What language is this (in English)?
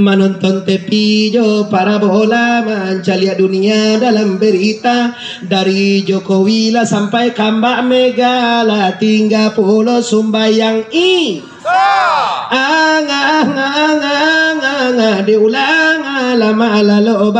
Minangkabau